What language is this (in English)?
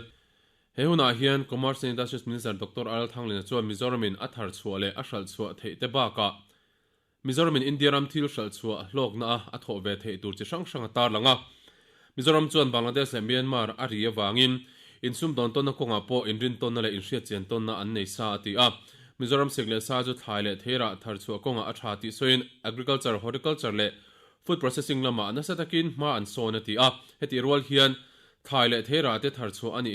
Mizo